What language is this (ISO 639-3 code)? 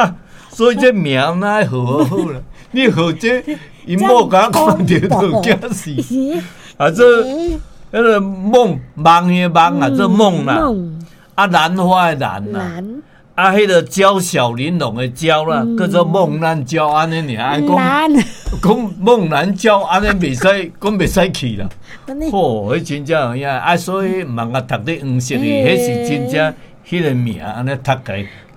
nan